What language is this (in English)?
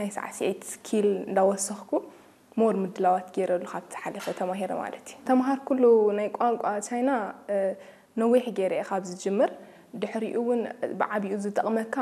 Tigrinya